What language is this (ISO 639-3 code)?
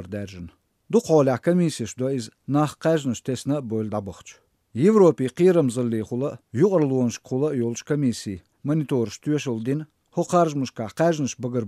che